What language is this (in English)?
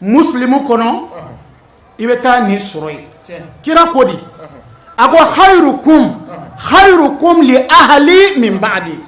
Bambara